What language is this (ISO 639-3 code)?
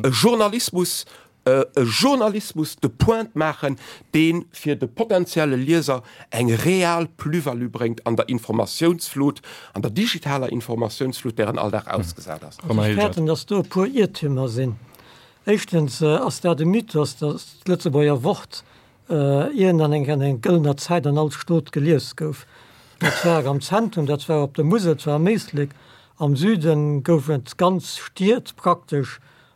ltz